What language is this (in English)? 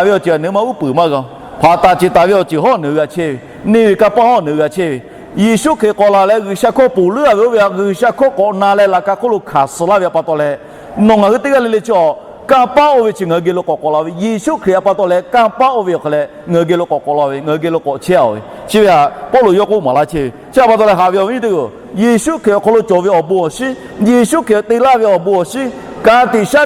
Lahu